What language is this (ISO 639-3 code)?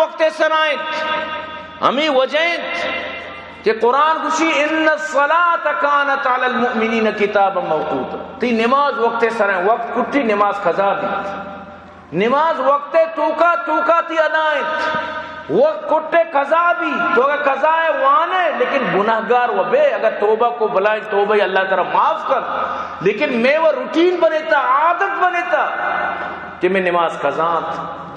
bal